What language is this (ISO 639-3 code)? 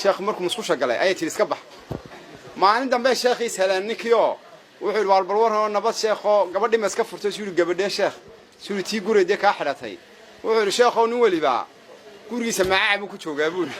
som